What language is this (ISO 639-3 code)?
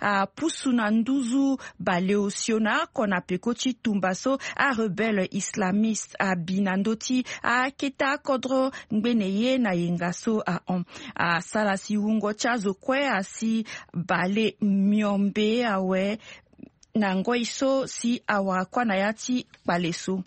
sag